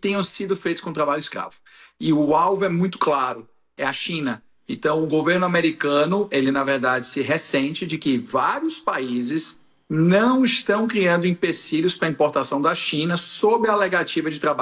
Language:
Portuguese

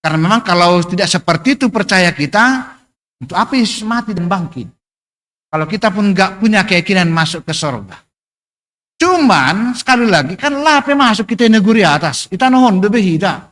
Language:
Batak Simalungun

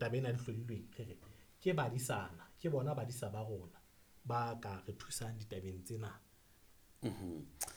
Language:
Southern Sotho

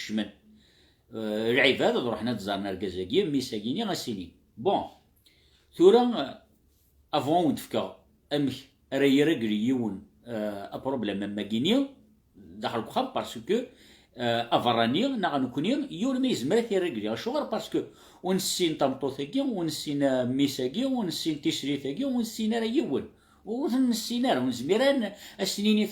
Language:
Kabyle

